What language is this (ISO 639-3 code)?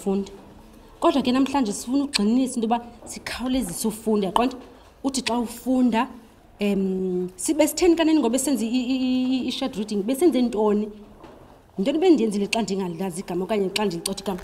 xho